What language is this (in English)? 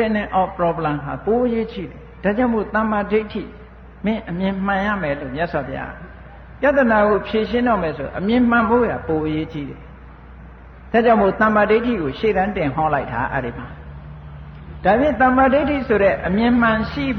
Burmese